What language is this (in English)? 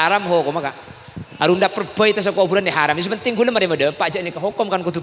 Madurese